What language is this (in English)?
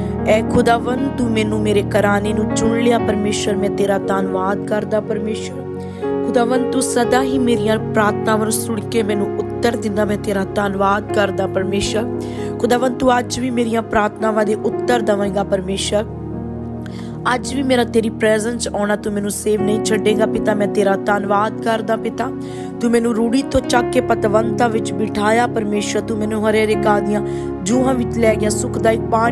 Punjabi